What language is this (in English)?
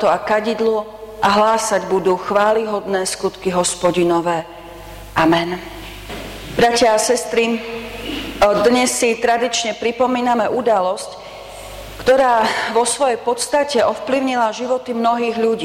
Slovak